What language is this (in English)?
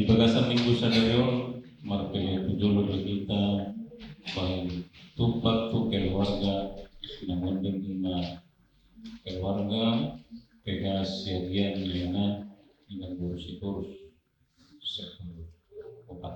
Batak Toba